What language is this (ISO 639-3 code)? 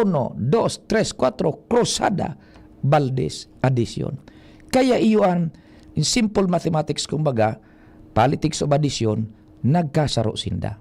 bik